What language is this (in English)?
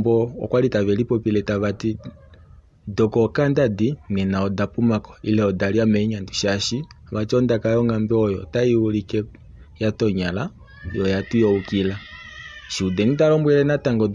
Kuanyama